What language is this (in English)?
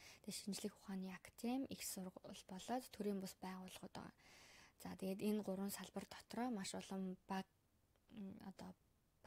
Mongolian